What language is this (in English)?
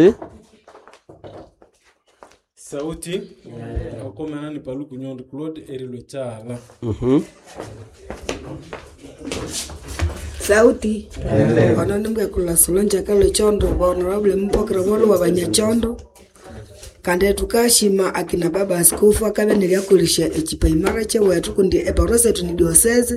Swahili